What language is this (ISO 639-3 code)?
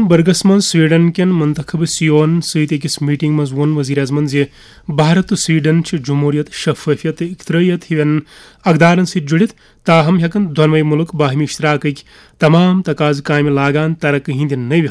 kas